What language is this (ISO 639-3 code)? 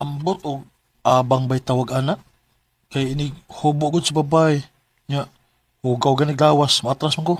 ceb